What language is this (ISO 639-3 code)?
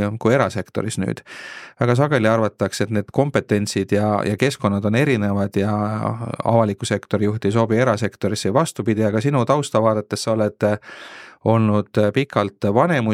est